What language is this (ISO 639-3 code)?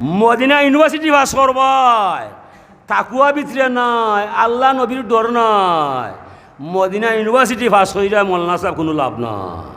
syl